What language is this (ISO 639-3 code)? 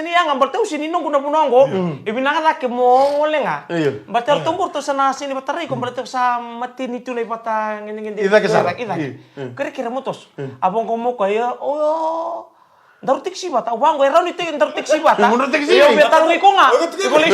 fij